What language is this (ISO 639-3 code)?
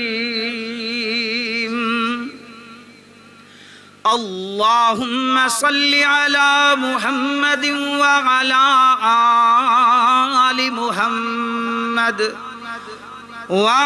urd